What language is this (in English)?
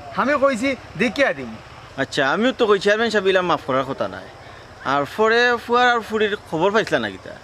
Sylheti